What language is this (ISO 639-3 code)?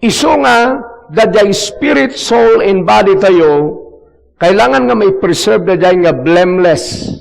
ilo